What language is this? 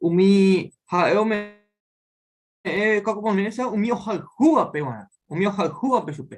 Guarani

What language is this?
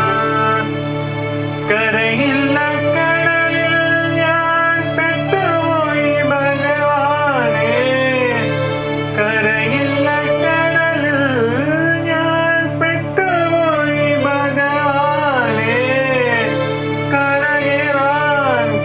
Malayalam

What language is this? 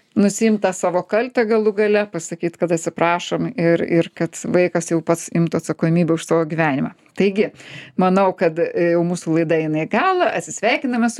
Lithuanian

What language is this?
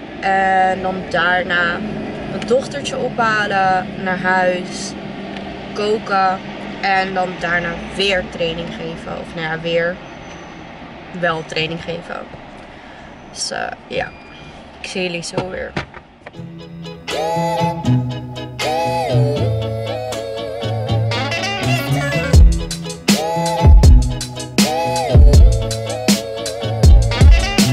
Dutch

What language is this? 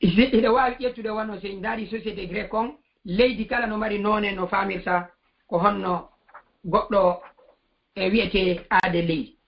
Fula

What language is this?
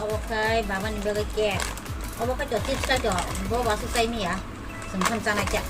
Kok Borok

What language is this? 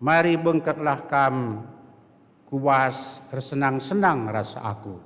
Batak Karo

